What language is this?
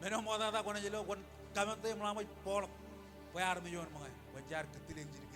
Marshallese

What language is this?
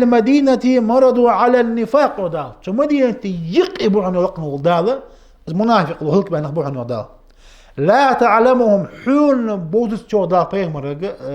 Ingush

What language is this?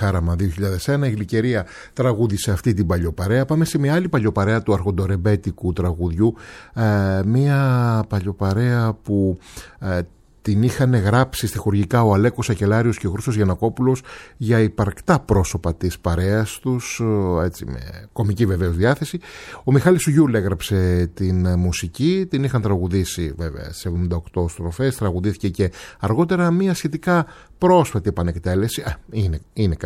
Greek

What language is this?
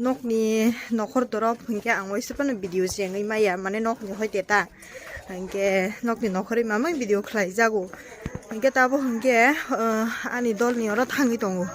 Kok Borok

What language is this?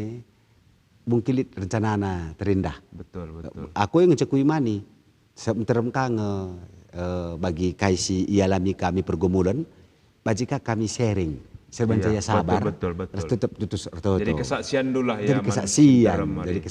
Batak Karo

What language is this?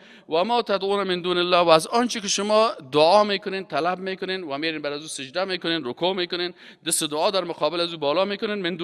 Persian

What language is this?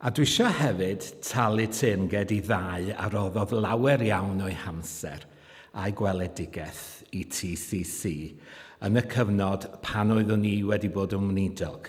Welsh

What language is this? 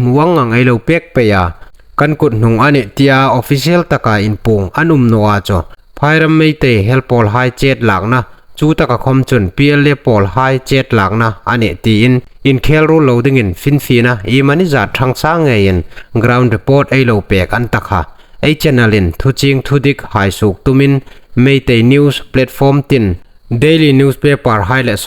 Hmar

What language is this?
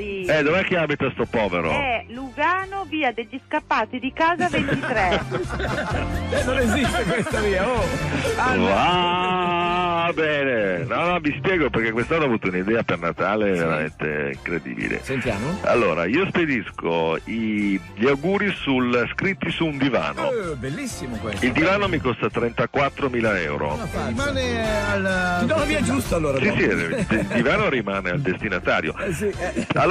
Italian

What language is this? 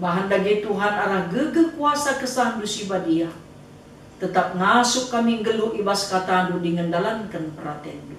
Batak Karo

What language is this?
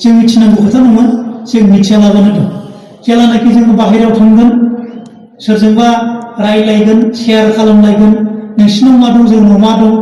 Bodo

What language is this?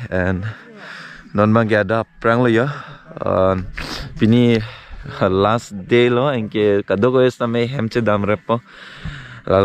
Karbi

